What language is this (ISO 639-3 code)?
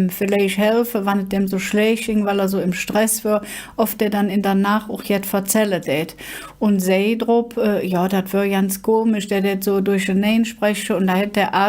ksh